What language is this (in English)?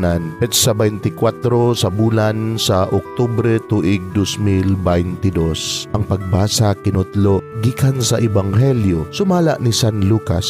Cebuano